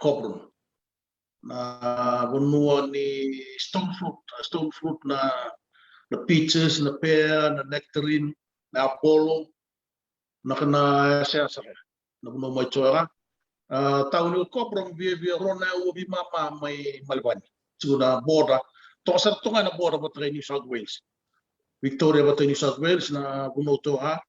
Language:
Fijian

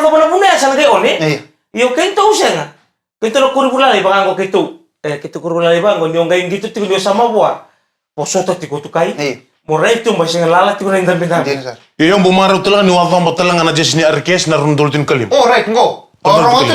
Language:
Fijian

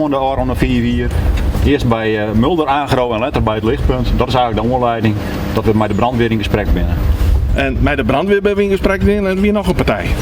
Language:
Western Frisian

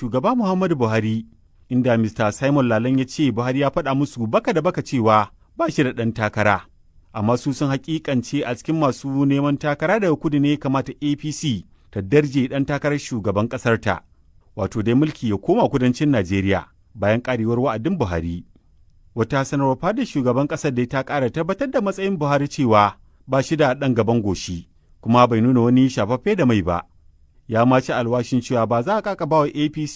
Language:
Hausa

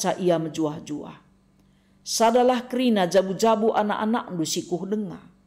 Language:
Batak Karo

